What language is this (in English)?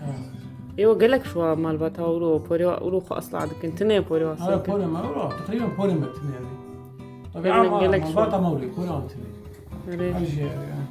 Kurdish